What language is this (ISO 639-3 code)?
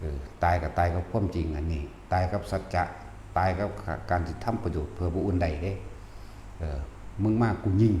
tts